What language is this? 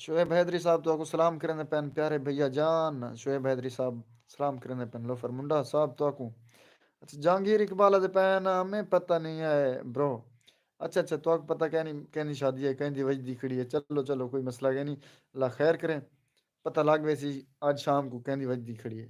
Saraiki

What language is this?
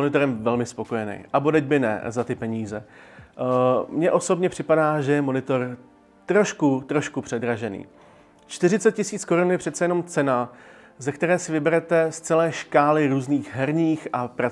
Czech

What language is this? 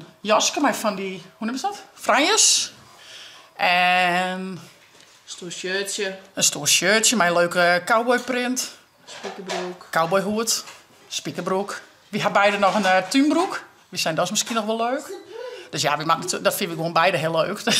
Western Frisian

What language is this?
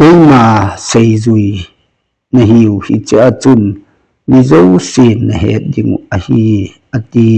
Thado Chin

